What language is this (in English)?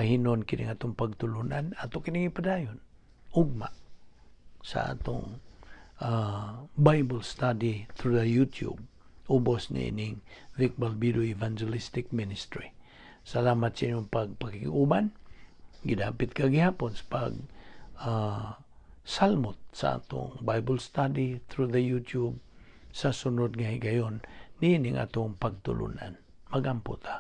Cebuano